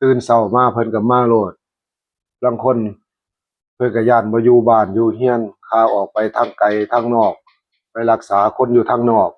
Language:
Northeastern Thai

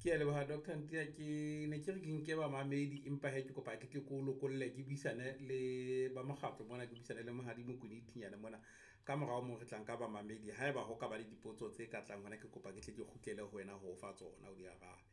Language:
Southern Sotho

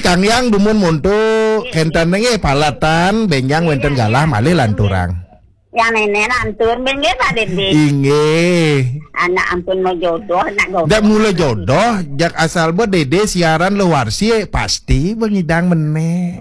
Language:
Balinese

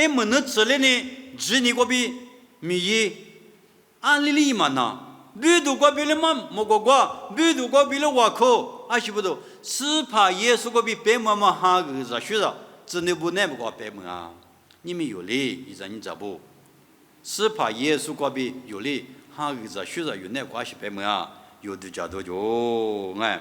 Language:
Lisu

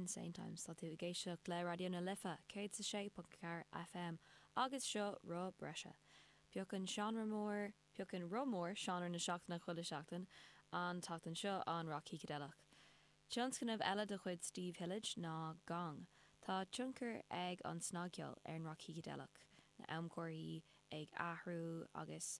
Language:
Irish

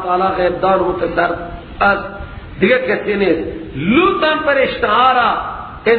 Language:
Persian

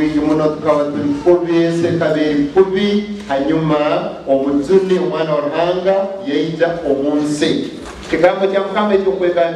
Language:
Nyankole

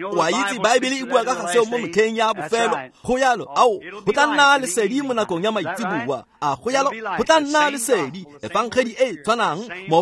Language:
Tswana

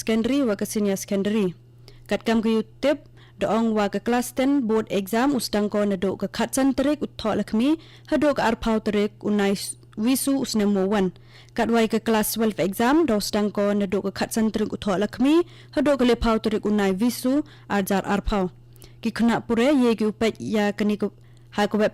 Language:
Khasi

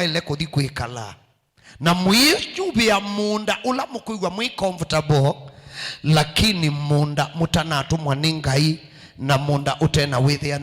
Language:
Kamba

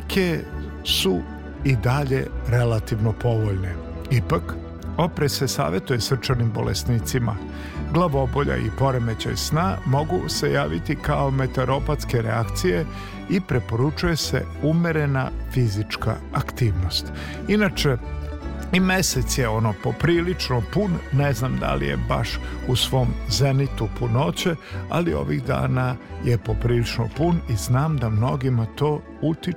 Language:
Serbian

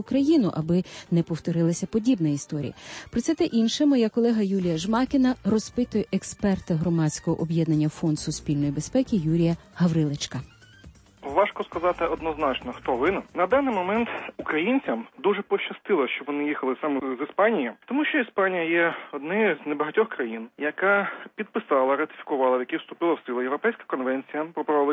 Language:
Ukrainian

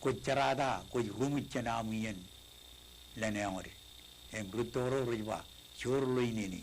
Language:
Marshallese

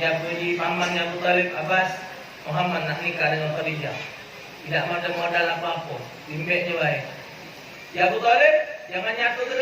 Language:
Musi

